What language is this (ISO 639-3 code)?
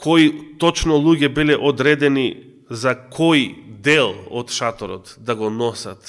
mkd